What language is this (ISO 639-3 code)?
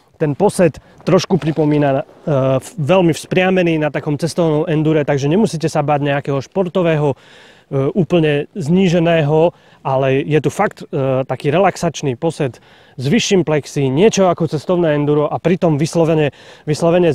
slk